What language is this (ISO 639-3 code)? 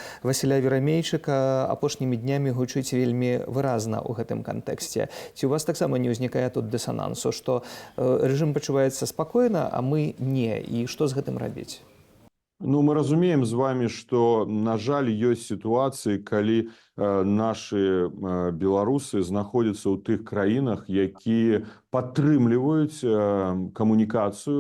bel